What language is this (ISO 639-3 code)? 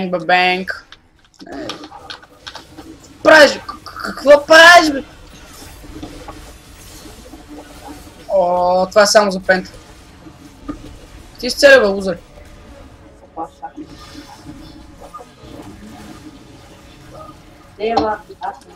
bul